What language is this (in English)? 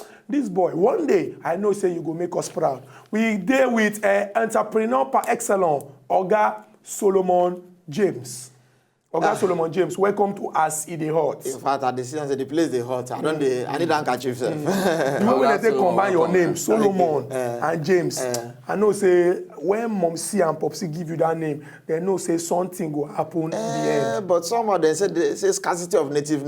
Nigerian Pidgin